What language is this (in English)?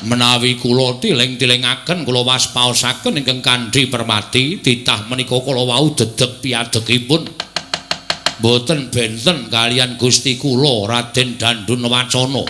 Javanese